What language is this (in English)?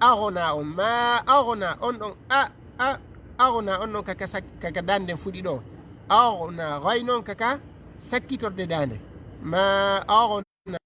Fula